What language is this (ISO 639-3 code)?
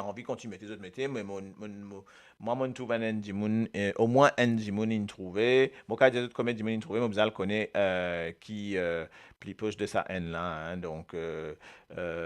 mfe